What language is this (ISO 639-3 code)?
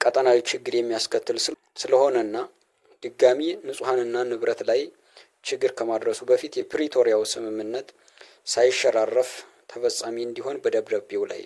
amh